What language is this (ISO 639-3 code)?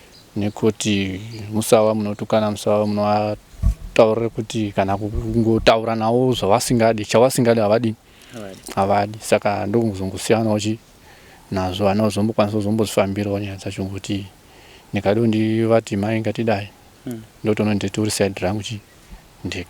sna